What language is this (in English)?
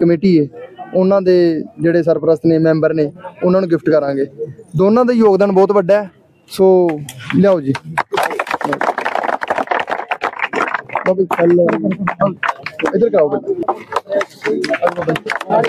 Punjabi